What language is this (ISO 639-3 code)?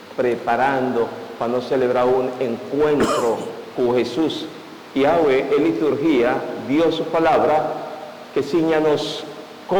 pap